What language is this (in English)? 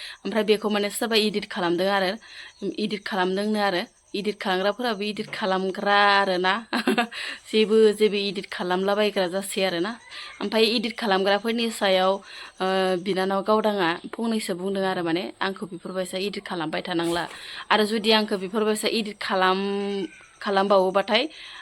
Bodo